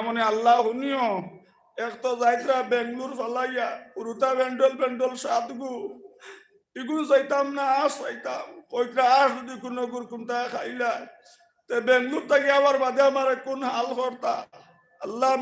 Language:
Sylheti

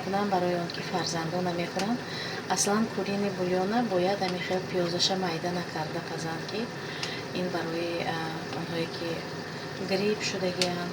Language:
Tajik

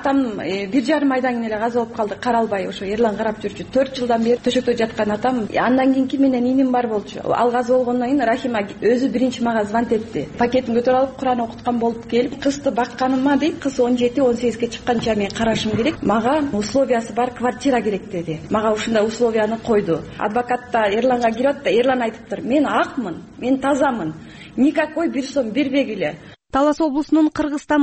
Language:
Kyrgyz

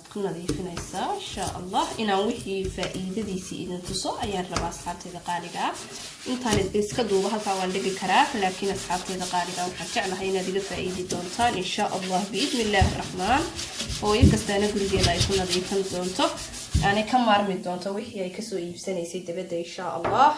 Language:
Somali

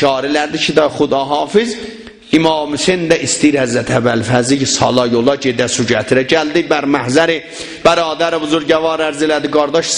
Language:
South Azerbaijani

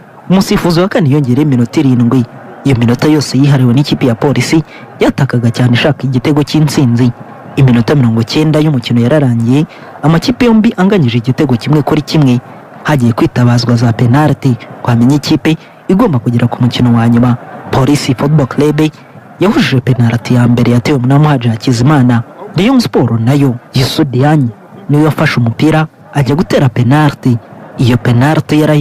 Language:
Kinyarwanda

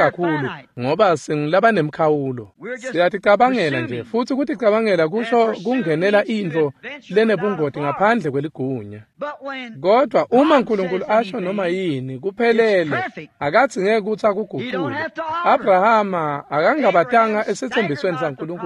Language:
Swati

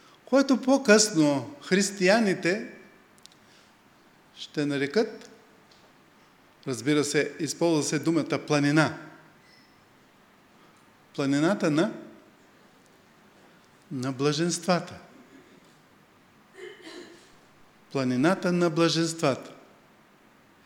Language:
Bulgarian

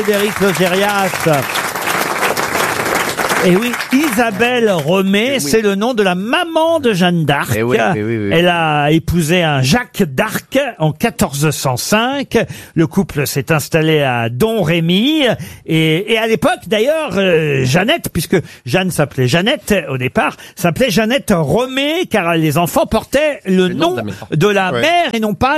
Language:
French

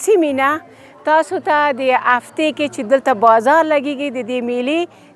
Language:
Pashto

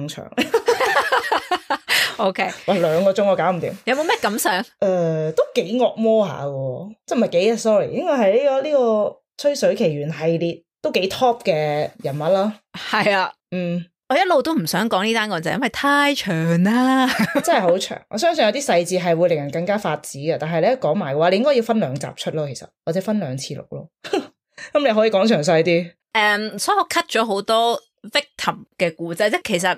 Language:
Cantonese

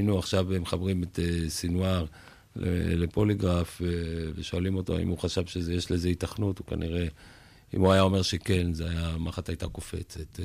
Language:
Hebrew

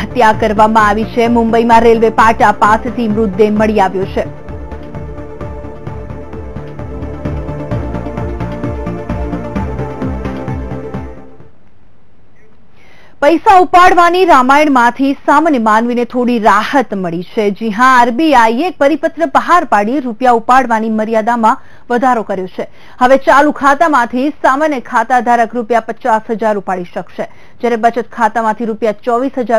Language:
Gujarati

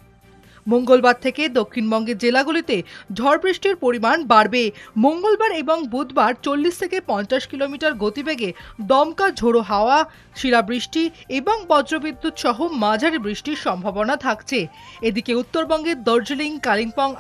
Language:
Bangla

